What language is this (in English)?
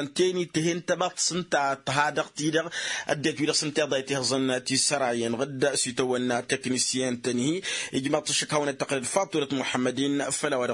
Tamasheq